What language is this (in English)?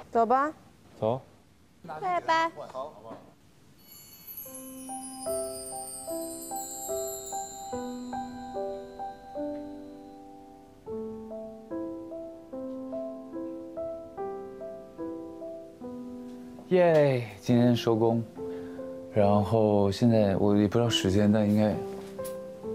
Chinese